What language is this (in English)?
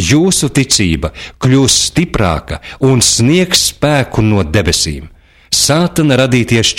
Latvian